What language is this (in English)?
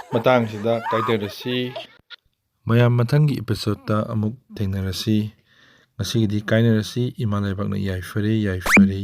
Manipuri